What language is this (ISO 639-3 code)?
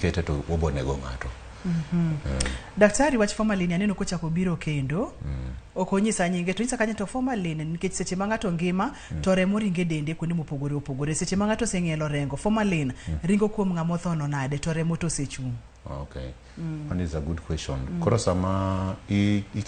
luo